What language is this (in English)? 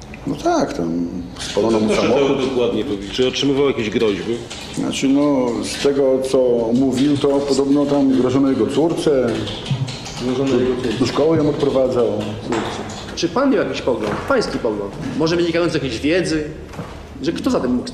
Polish